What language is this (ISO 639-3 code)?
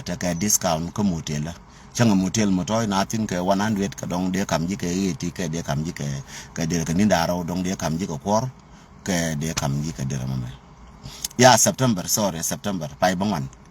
nus